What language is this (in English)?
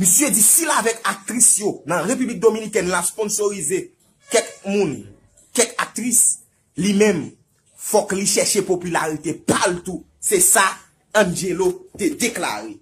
Haitian Creole